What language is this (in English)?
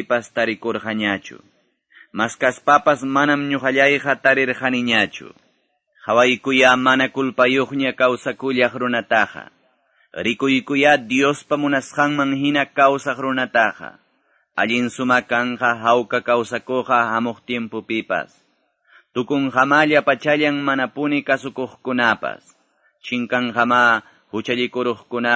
Quechua